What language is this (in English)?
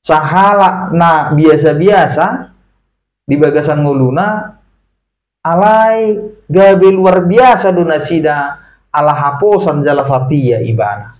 Batak Toba